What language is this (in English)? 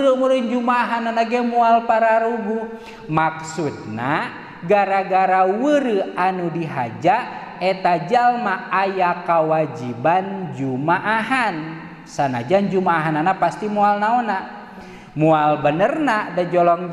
Sundanese